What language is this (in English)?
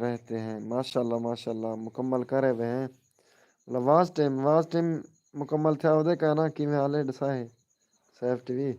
Saraiki